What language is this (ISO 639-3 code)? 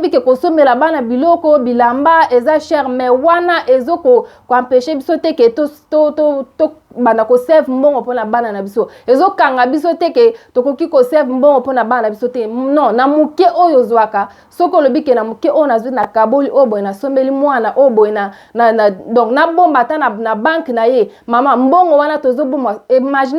lin